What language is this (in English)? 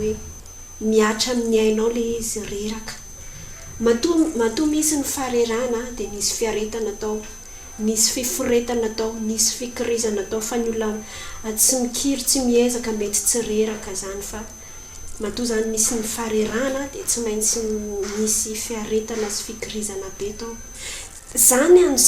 Malagasy